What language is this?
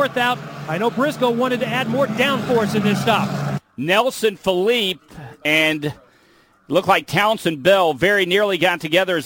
English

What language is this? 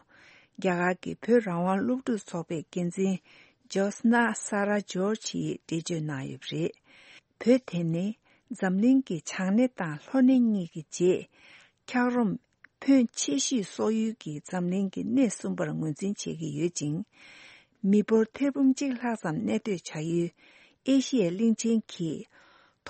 Tibetan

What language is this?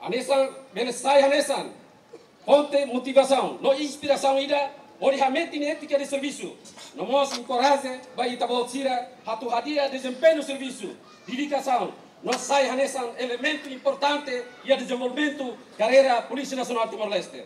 Tetum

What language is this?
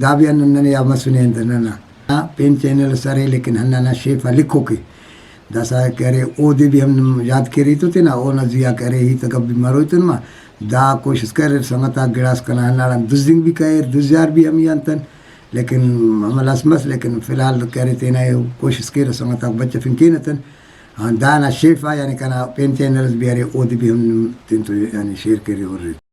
Brahui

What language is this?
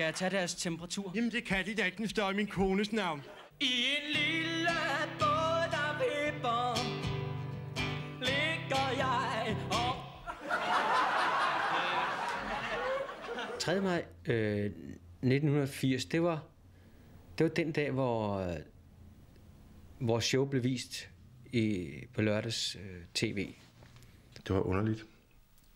Danish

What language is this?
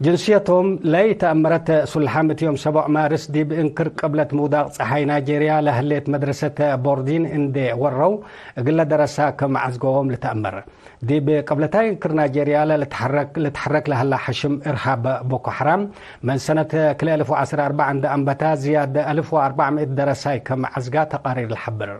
Tigre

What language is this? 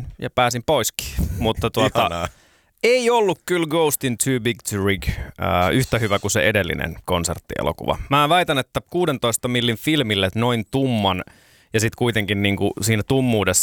Finnish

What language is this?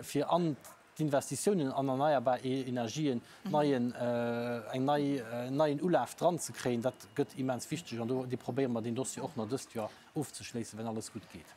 Luxembourgish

